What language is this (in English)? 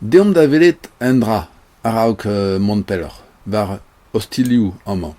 Breton